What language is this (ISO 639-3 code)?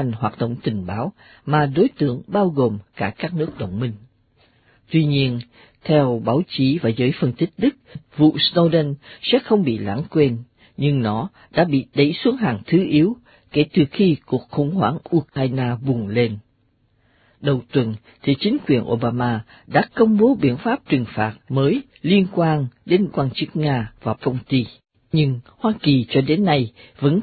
vie